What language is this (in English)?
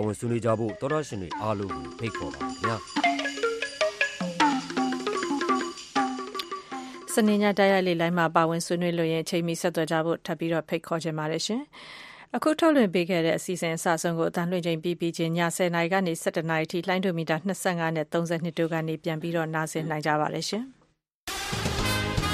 Burmese